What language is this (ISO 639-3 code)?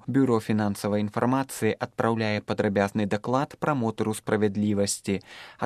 bel